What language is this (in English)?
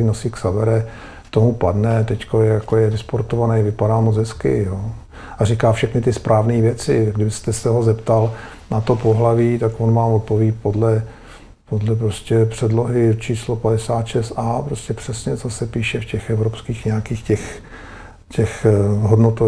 Czech